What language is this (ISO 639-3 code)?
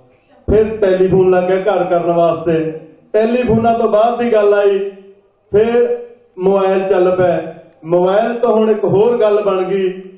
pan